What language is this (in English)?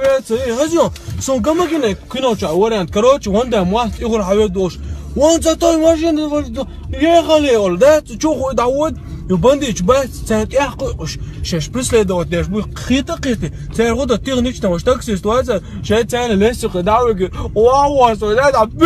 Chechen